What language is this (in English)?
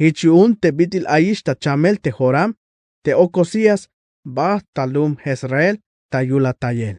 Tzeltal